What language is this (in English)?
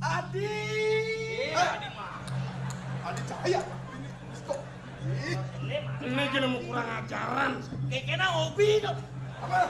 Balinese